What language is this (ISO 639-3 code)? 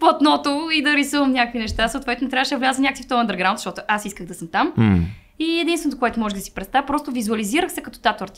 bul